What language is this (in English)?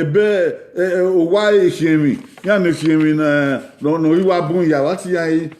Bini